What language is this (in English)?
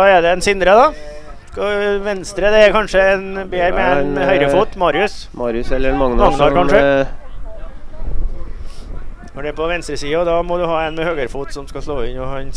Norwegian